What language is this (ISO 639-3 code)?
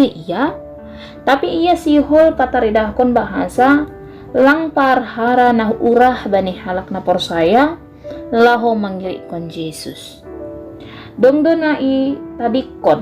bts